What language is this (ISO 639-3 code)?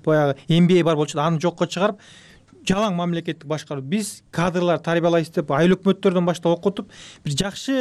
kir